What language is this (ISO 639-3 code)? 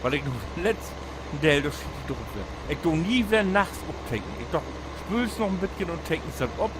nds